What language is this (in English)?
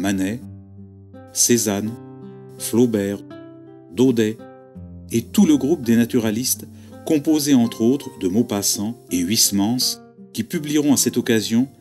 French